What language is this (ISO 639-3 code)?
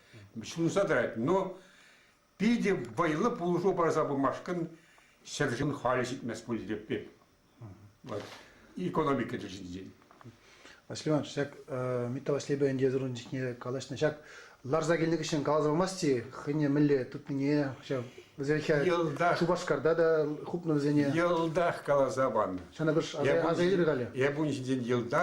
chv